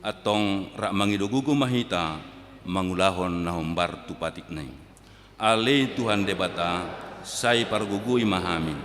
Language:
Batak Toba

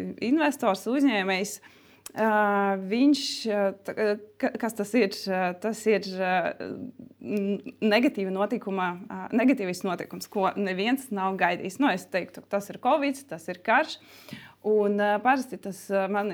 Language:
Latvian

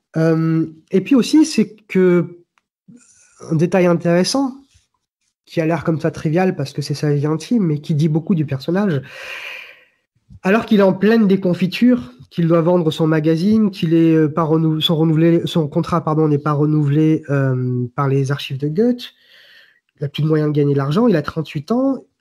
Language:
French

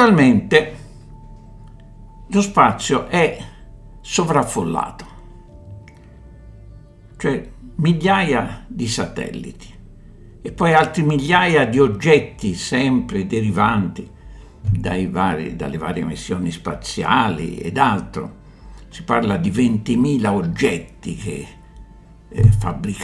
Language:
Italian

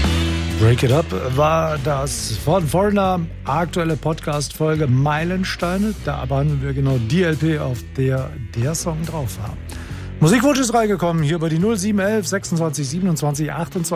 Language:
German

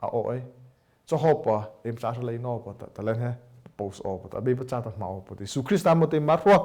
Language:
Mara Chin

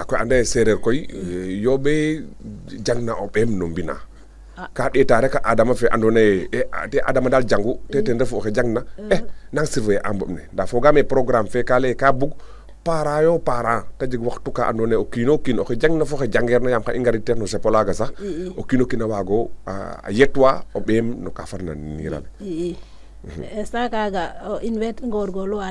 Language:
Serer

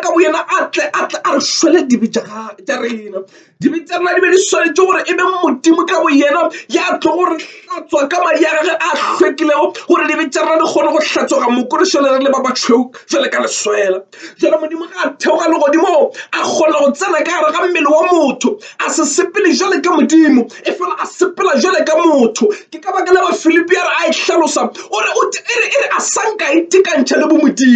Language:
Northern Sotho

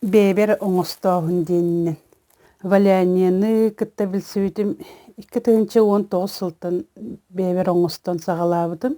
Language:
Yakut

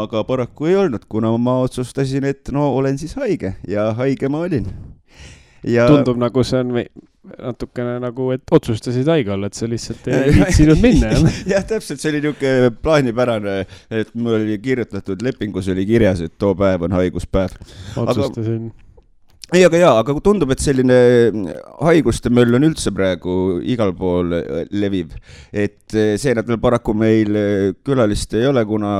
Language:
Estonian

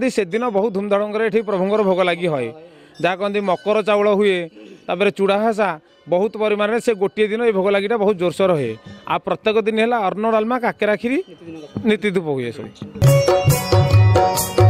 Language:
Odia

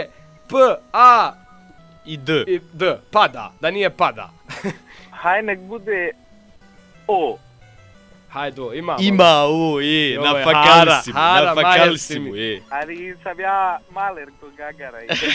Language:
Bosnian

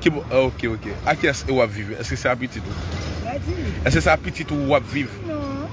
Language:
Haitian Creole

